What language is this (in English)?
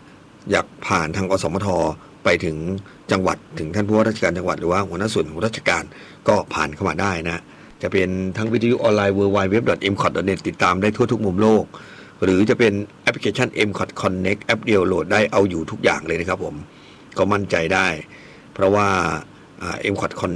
Thai